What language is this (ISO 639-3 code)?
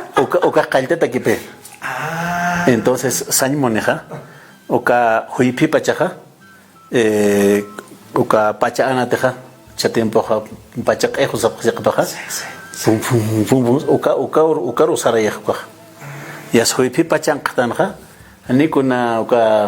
aym